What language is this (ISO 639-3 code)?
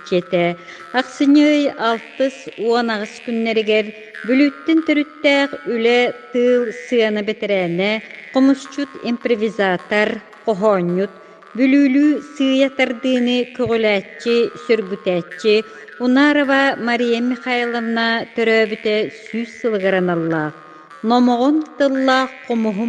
sah